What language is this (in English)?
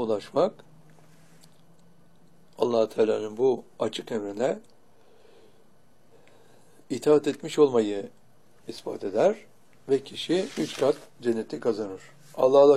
Turkish